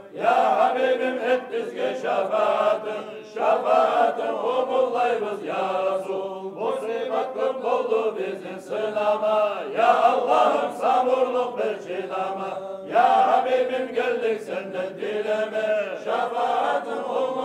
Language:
Kumyk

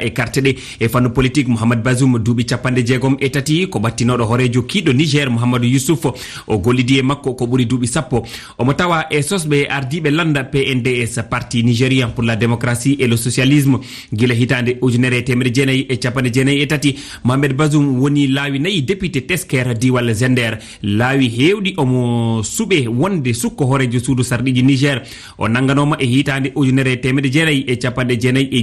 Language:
Fula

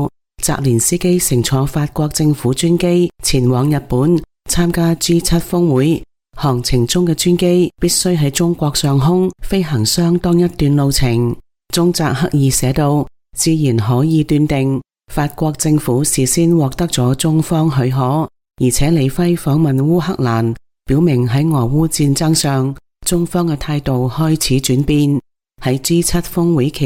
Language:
Cantonese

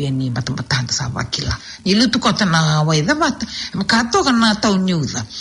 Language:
Fijian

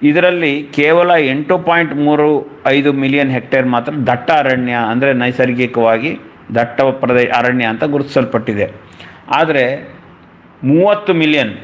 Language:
Kannada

